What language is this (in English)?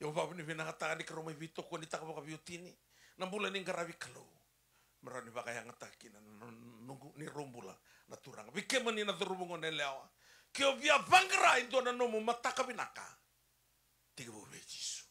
Fijian